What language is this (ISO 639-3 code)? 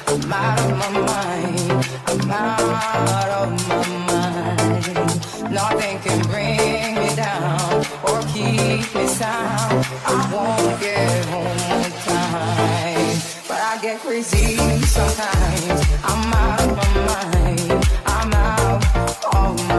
eng